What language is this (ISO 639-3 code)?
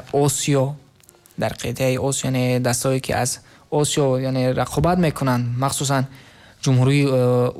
tgk